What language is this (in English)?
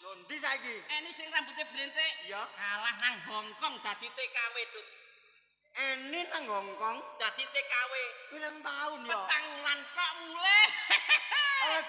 Javanese